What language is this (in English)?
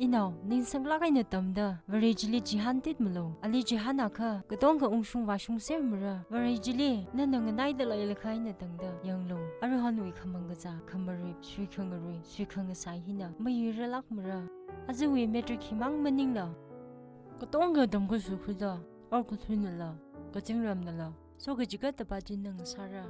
Tangkhul Naga (India)